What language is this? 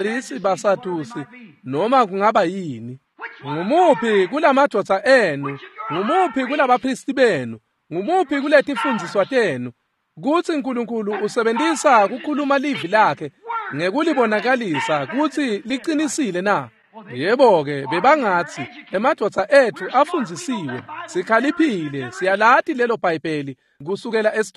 Swati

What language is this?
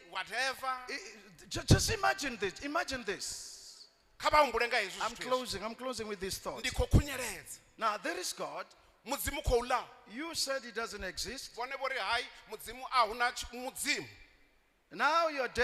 Venda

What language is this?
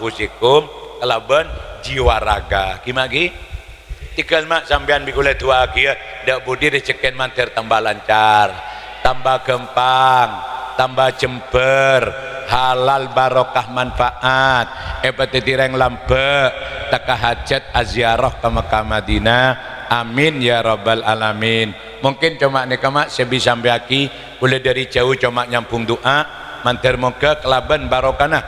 Madurese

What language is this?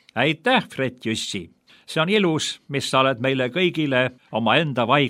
Estonian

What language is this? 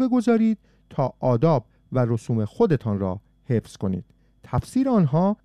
Persian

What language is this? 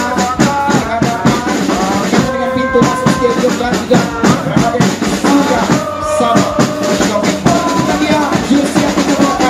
Malay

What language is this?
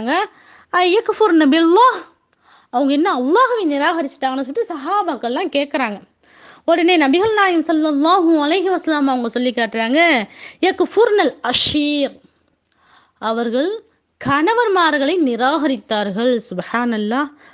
Tamil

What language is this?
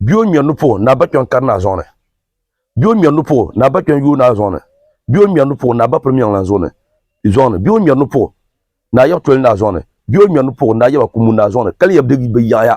Dagbani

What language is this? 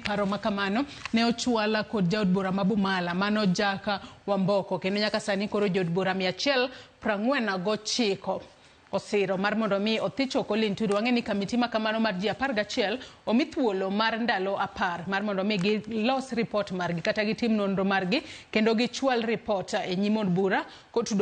Luo (Kenya and Tanzania)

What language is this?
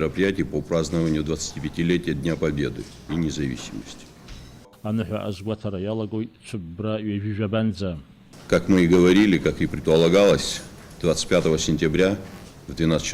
Abkhazian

